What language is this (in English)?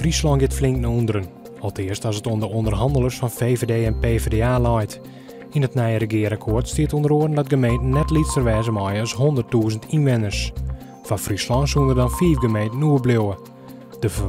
Western Frisian